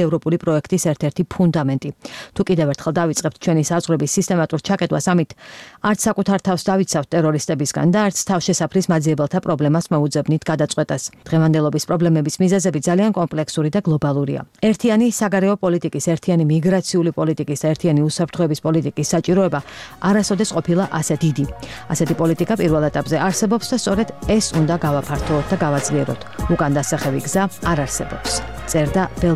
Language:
Georgian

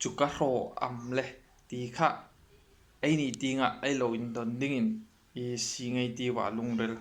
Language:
Hmar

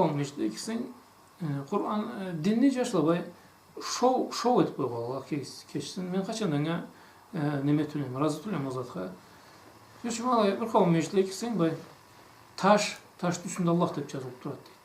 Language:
Karachay-Balkar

